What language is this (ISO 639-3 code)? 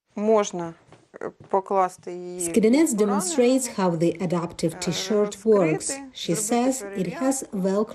pon